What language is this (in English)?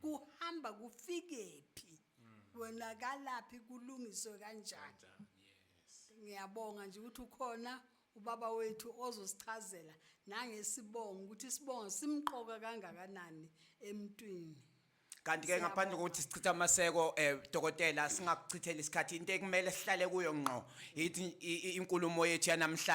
Zulu